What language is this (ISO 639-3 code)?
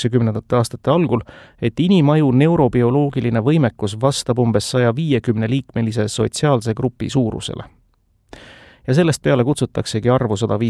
est